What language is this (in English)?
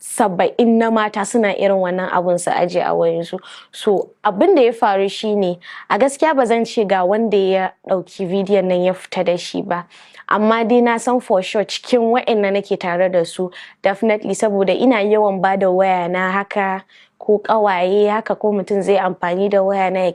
Hausa